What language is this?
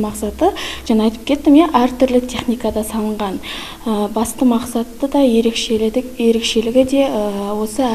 Kazakh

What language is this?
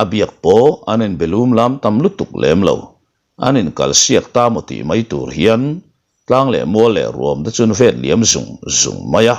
Mizo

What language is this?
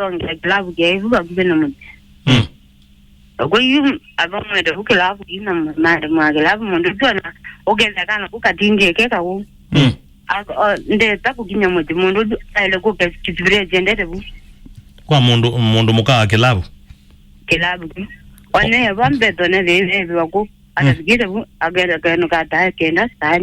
Kamba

